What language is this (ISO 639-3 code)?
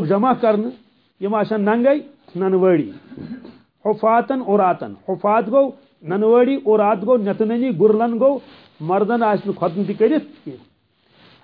kas